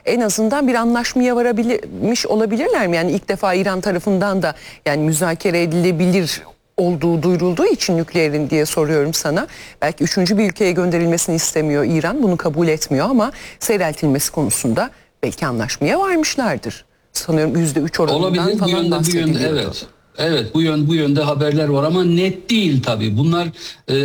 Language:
Turkish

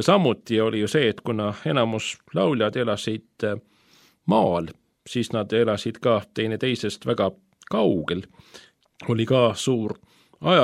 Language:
Estonian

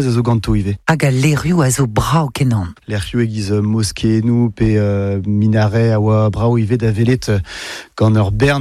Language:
Breton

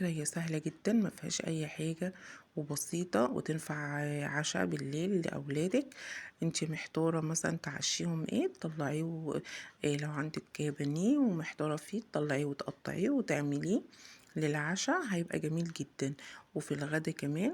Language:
Egyptian Arabic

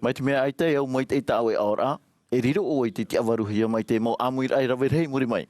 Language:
Tahitian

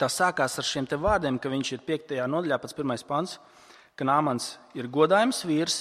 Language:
Latvian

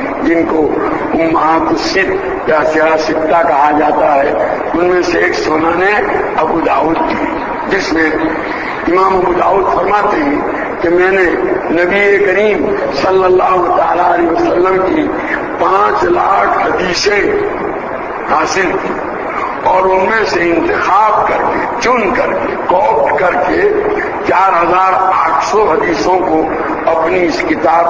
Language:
Urdu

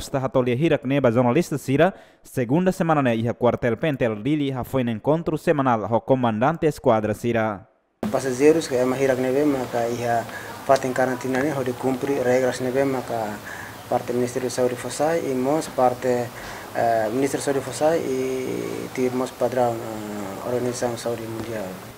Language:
Tetum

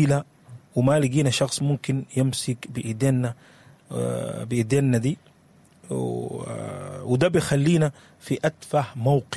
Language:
Sudanese Arabic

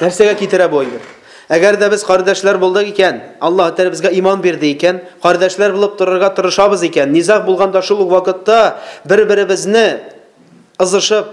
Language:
Tatar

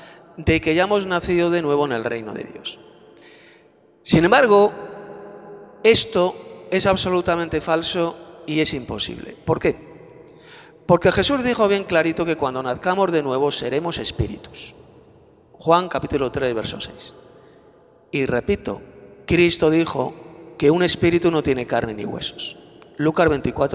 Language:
Spanish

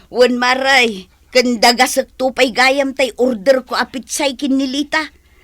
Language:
Iloko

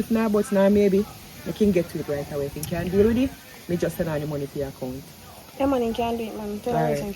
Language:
Jamaican Creole English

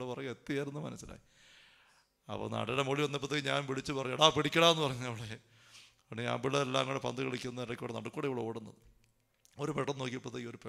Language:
Malayalam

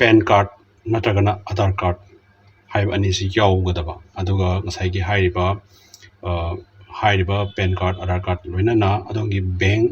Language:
Manipuri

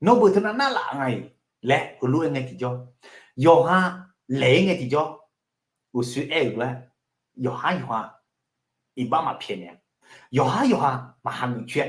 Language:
Akha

